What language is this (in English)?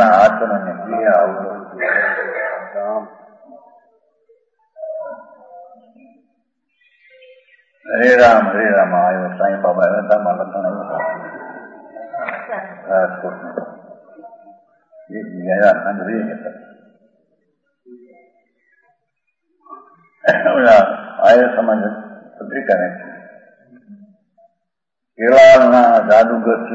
Gujarati